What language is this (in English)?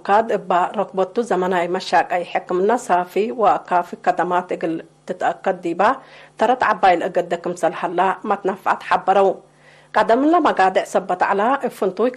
Tigre